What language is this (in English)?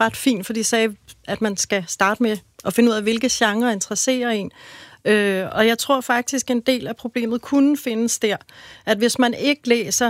Danish